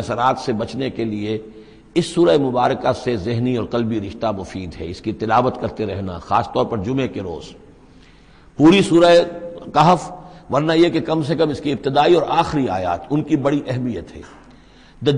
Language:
Urdu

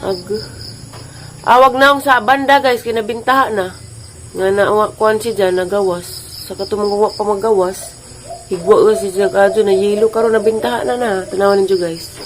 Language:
Cebuano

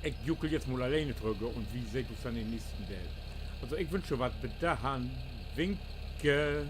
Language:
Low German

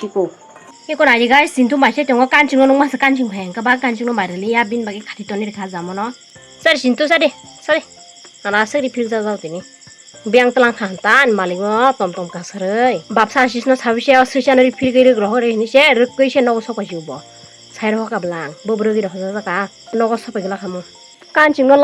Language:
Kok Borok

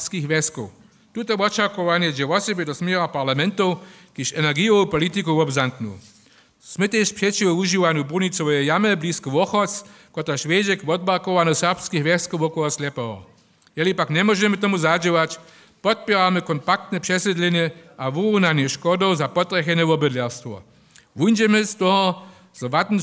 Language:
Upper Sorbian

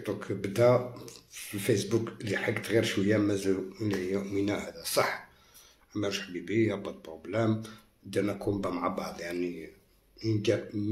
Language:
Algerian Arabic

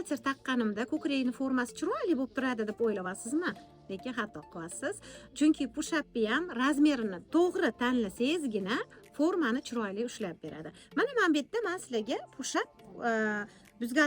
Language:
Uzbek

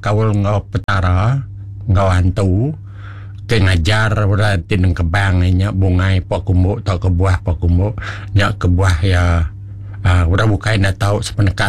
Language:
Iban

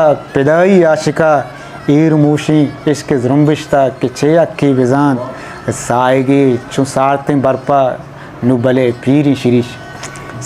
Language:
Eastern Balochi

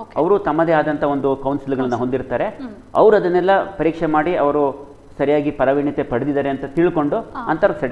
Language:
Kannada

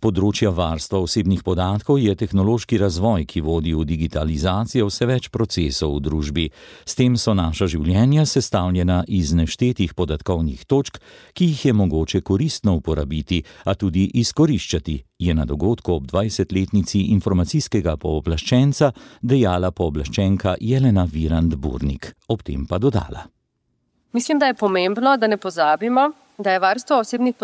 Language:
Slovenian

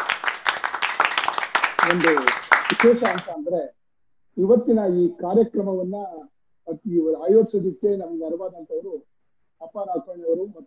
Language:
Kannada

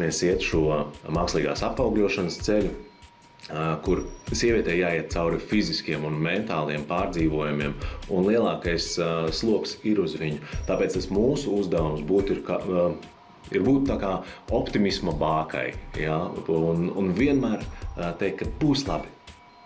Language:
Latvian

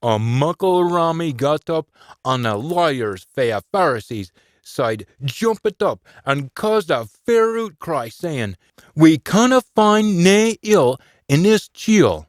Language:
Scots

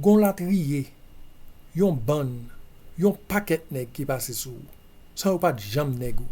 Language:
Haitian Creole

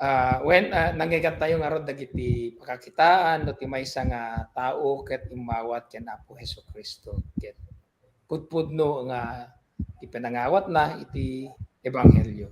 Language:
Iloko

